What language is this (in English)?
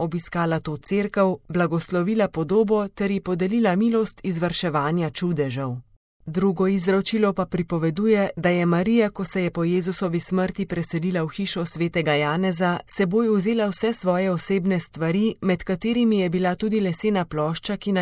Slovenian